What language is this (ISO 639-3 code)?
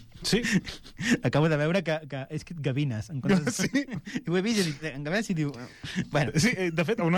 cat